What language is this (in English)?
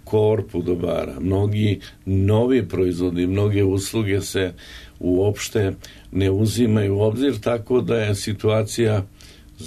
Serbian